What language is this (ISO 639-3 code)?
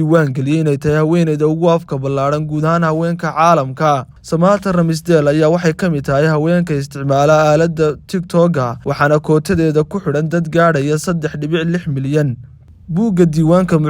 som